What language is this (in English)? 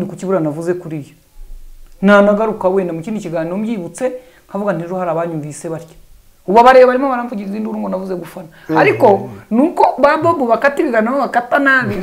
Kinyarwanda